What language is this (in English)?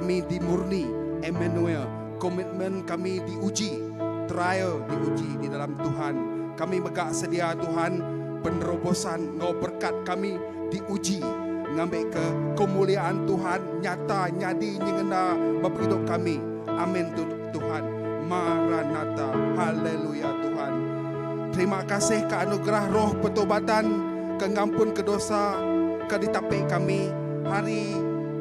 Iban